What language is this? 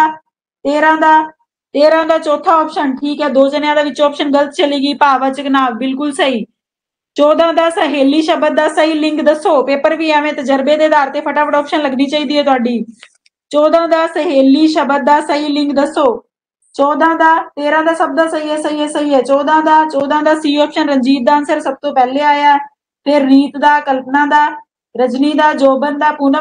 Punjabi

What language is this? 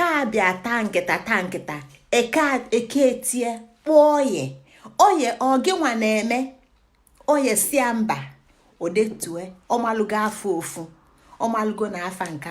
Igbo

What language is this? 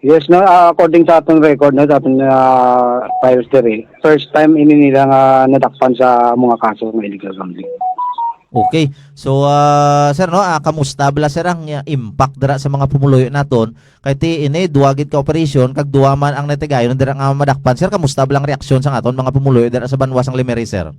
Hiligaynon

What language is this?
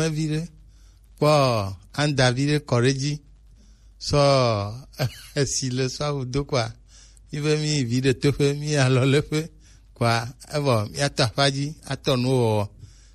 Gen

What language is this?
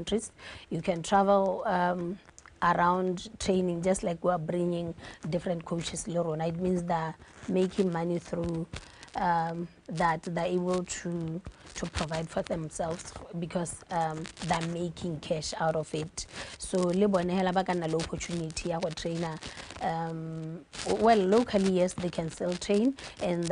Tswana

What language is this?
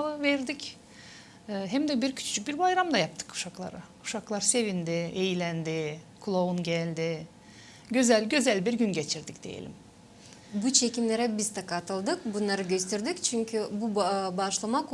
Gagauz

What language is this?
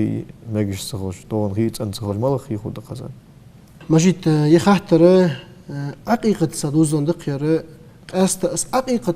Ingush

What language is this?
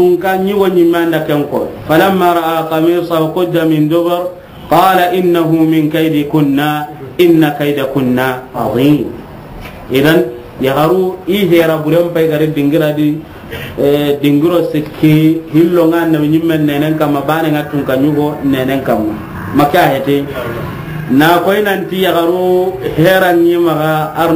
Soninke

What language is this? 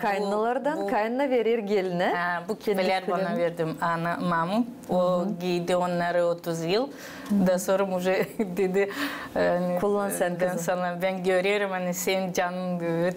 Gagauz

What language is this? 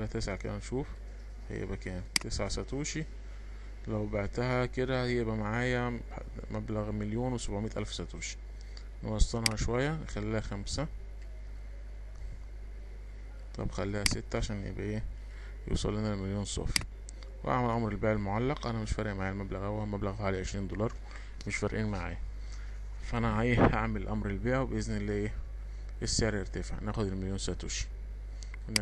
Egyptian Arabic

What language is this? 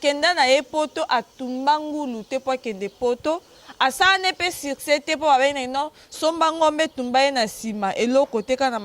Lingala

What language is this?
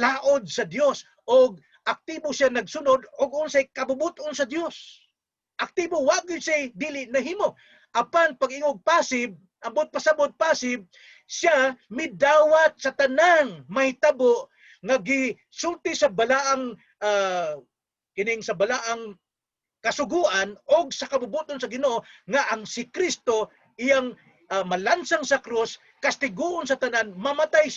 Cebuano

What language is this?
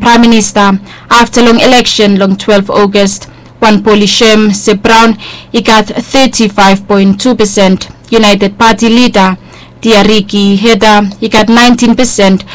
Bislama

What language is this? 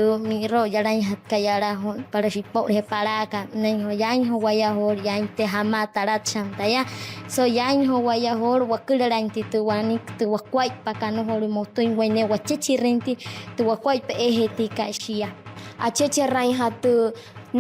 Wayuu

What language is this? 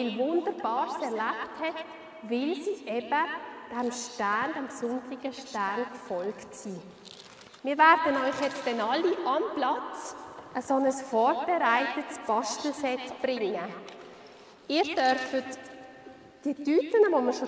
Swiss German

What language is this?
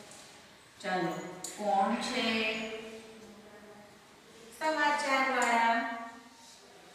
Gujarati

